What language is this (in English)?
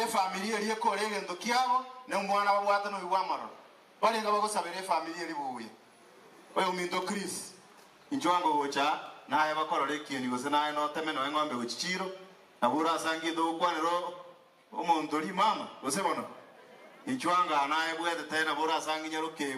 Gusii